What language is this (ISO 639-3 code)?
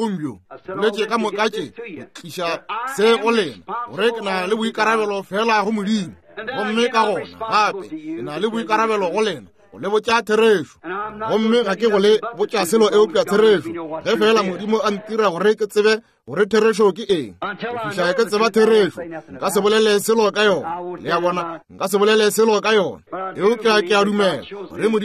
nso